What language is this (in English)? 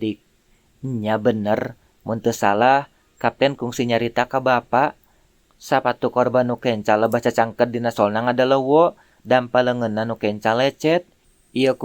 Sundanese